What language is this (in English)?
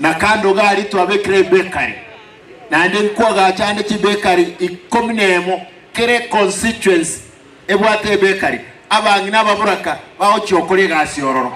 Gusii